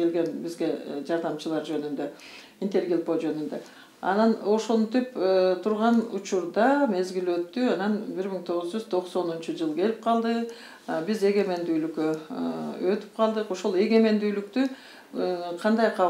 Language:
Kyrgyz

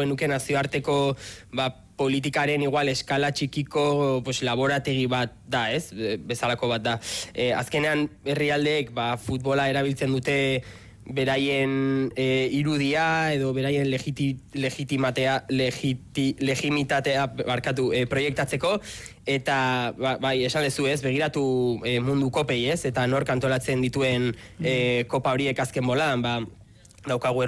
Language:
Basque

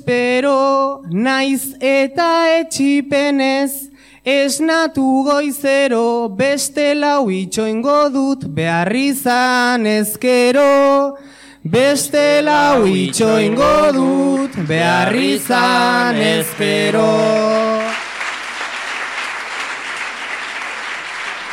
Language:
Basque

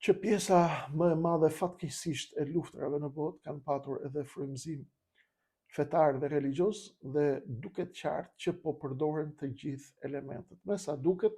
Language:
Albanian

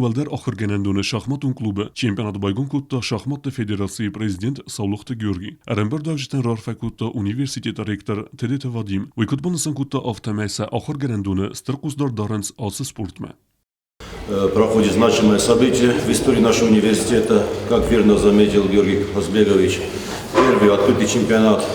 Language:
Ossetic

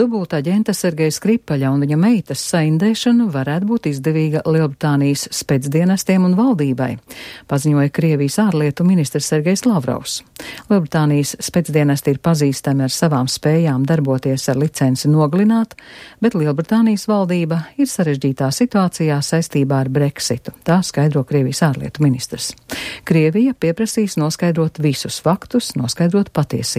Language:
Latvian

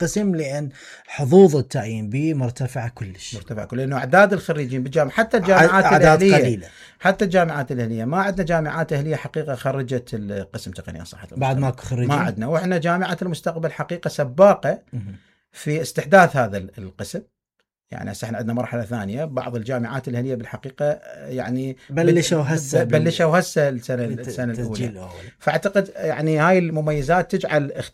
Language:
Mesopotamian Arabic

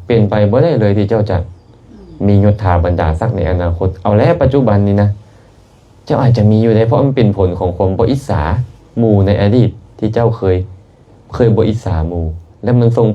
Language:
Lao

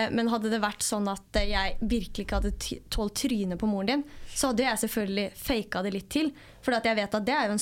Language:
Norwegian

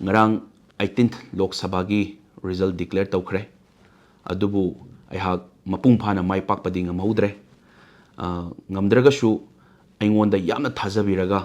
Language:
Manipuri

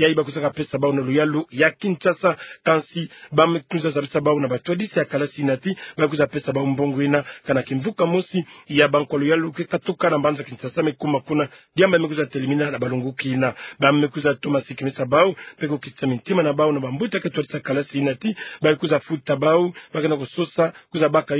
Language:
Kituba (Democratic Republic of Congo)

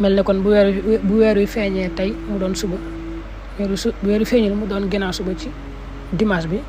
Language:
Wolof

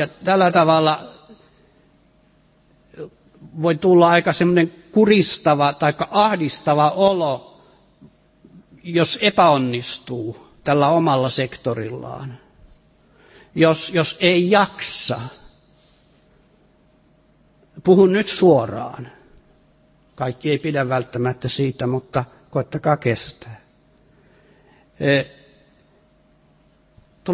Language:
Finnish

